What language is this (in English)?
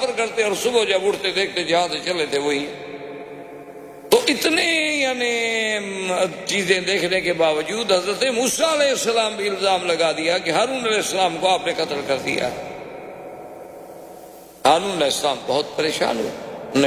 Urdu